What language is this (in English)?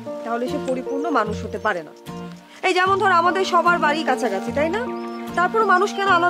Bangla